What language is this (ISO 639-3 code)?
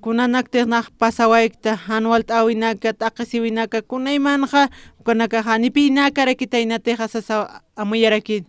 aym